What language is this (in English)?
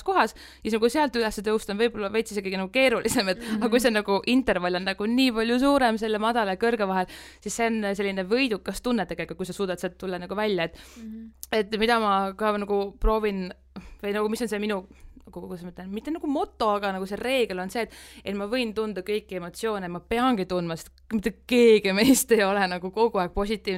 Estonian